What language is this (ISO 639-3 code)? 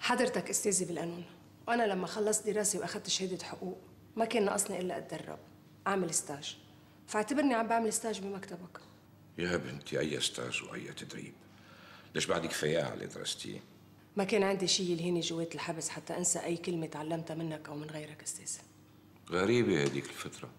apc